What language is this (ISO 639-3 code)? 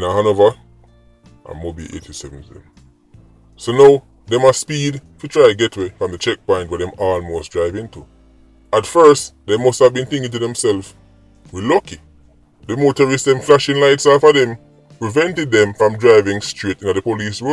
jam